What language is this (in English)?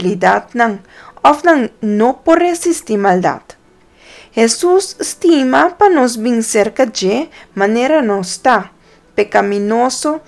Papiamento